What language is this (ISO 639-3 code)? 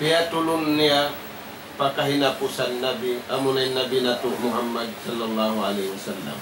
tsg